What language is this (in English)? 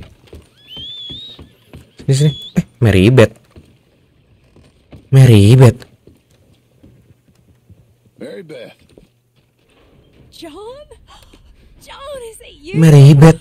Indonesian